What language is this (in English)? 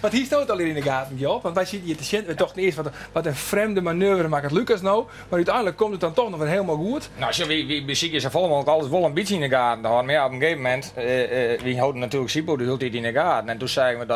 Western Frisian